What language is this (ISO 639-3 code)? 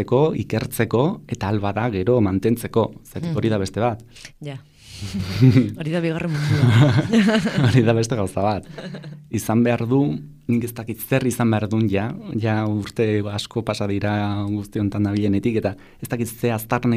eus